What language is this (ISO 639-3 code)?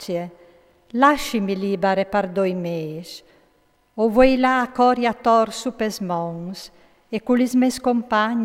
fur